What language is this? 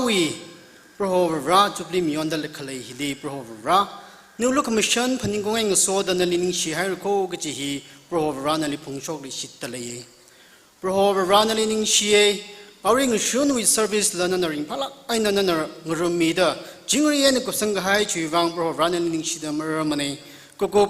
Tangkhul Naga (India)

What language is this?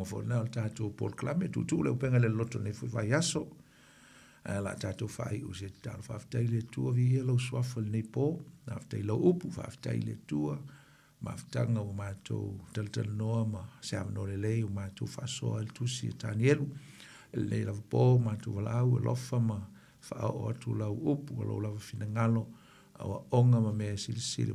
Samoan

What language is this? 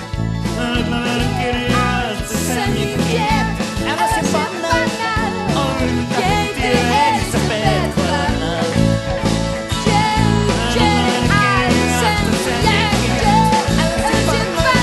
Icelandic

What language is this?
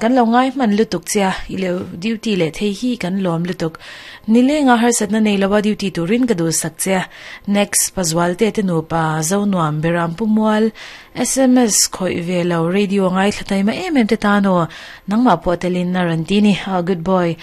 Mizo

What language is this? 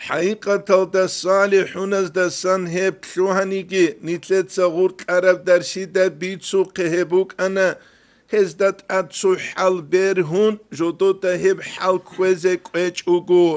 Avaric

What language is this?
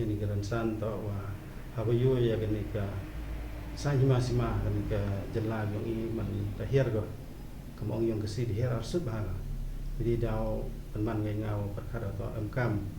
Khasi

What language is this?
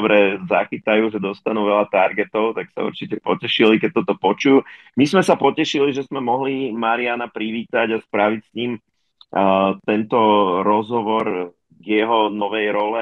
Slovak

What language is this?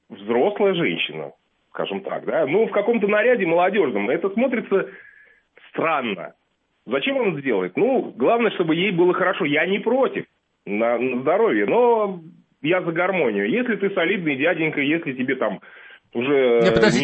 Russian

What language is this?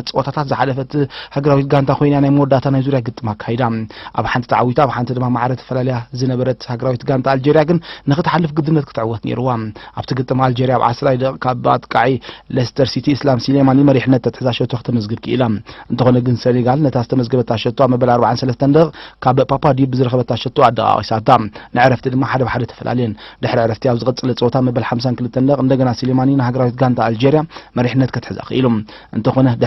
Tigrinya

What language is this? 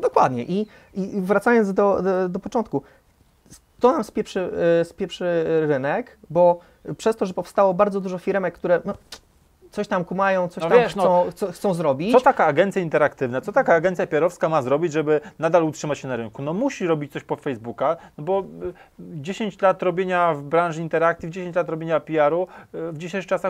Polish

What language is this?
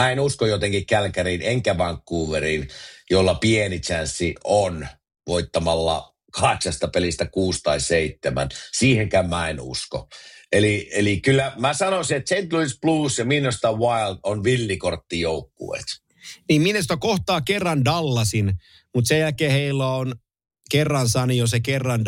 Finnish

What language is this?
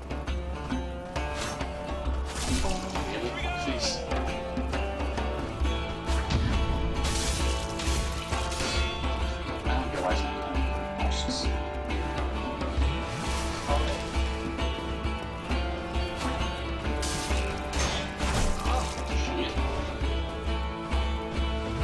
English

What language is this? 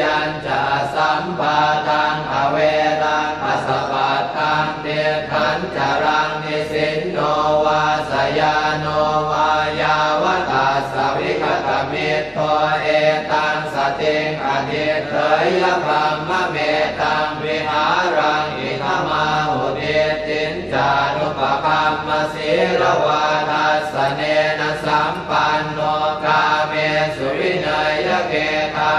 Pali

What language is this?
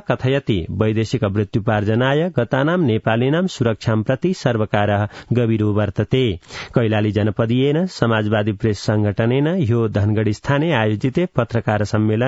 Sanskrit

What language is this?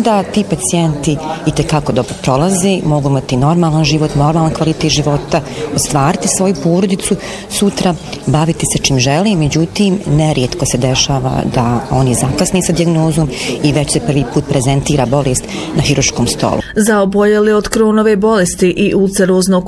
Bosnian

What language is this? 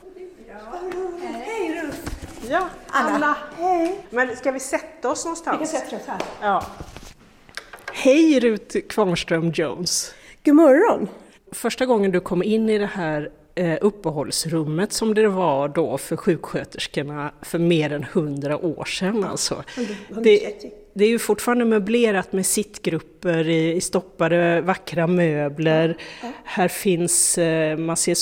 Swedish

